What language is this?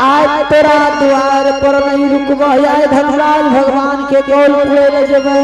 Angika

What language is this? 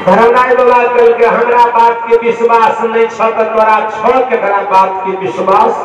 Maithili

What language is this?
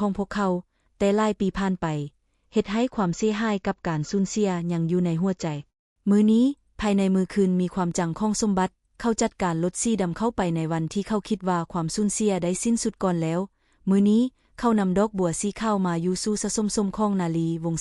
Lao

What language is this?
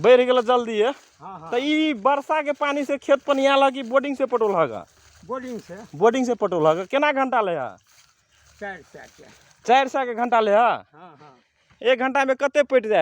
Magahi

